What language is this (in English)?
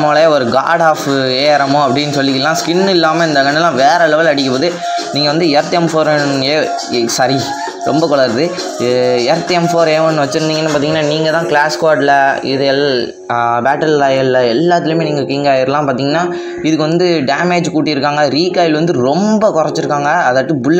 Tamil